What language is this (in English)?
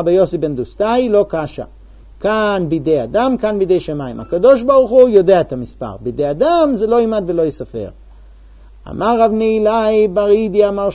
Hebrew